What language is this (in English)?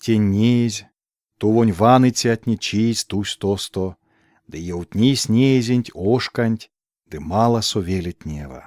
Erzya